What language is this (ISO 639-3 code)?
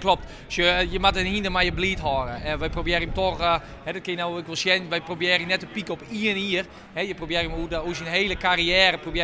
fry